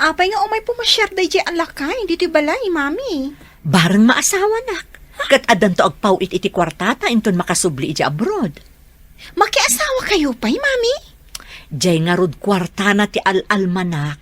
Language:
Iloko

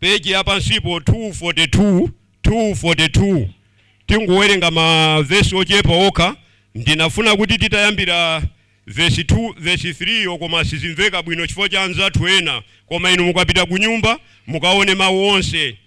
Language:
Nyanja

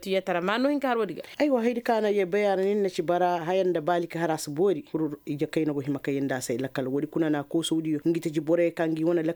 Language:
Koyraboro Senni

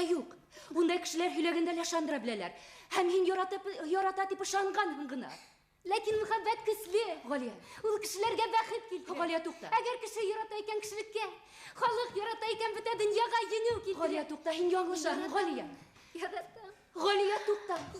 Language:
Bashkir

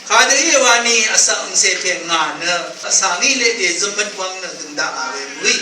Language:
Rawang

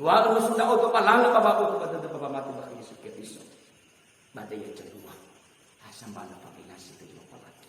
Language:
Nias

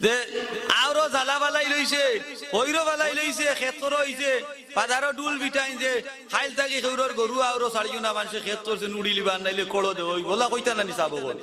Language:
Sylheti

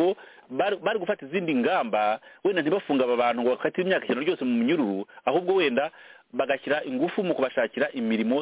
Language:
Kinyarwanda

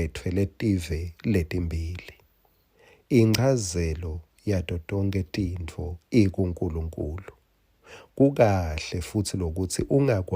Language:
Swati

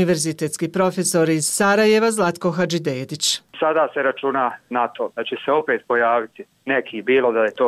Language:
Bosnian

